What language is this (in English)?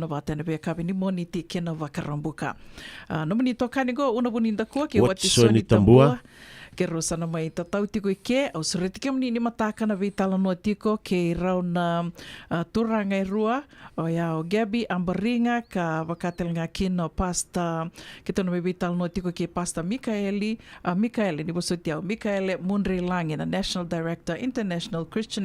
Fijian